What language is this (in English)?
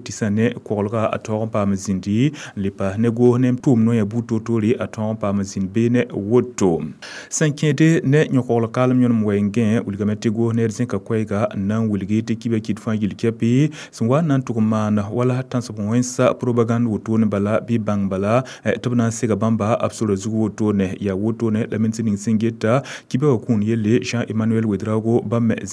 Mossi